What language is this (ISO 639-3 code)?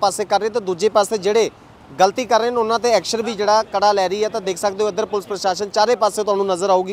pan